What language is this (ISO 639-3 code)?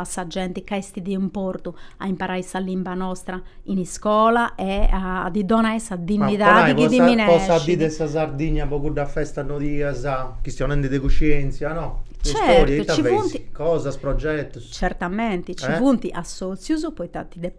srd